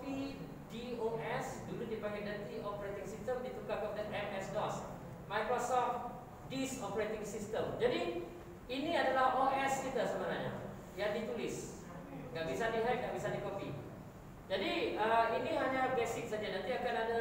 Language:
Malay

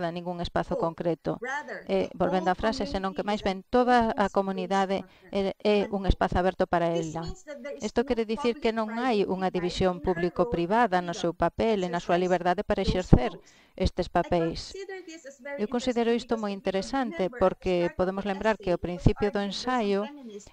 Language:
Galician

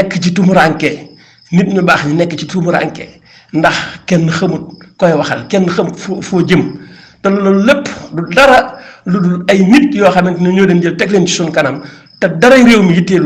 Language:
Wolof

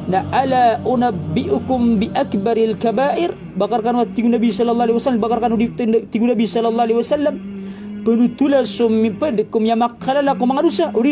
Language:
Maranao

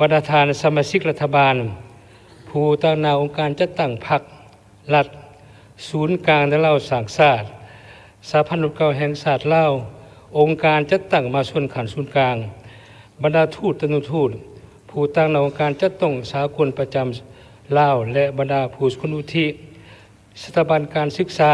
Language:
Lao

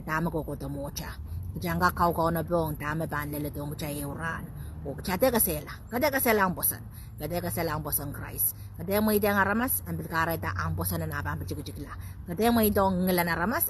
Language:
Pohnpeian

